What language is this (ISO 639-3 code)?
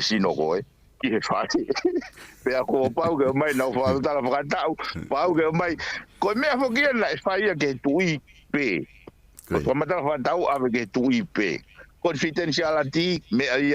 ton